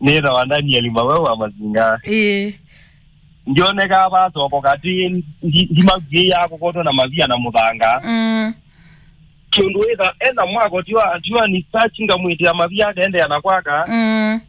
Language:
Kamba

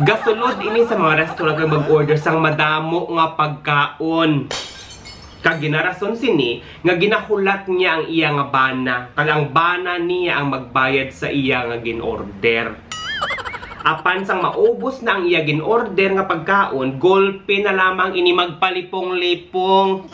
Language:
Hiligaynon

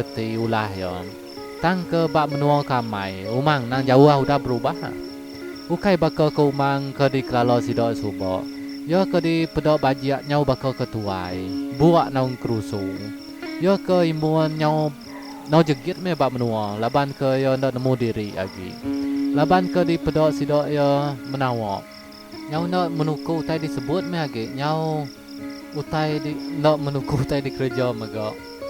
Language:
Iban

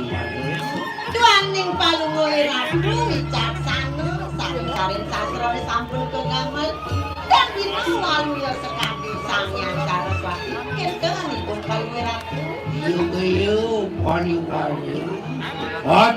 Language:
Balinese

